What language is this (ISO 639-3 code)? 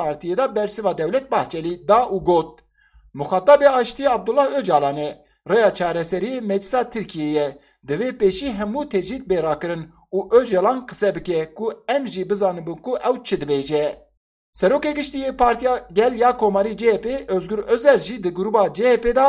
kur